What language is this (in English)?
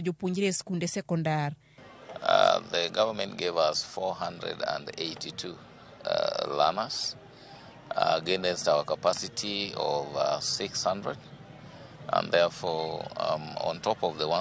Luo (Kenya and Tanzania)